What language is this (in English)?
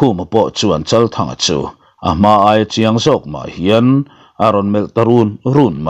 Mizo